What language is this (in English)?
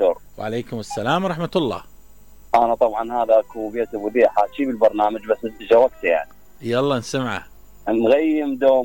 Mesopotamian Arabic